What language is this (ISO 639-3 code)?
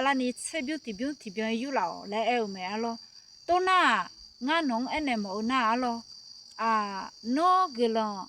ahk